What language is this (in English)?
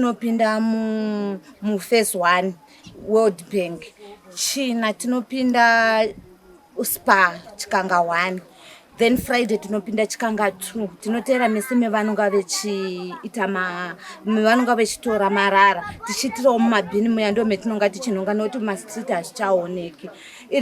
Shona